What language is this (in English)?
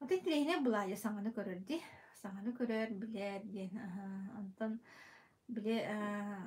Yakut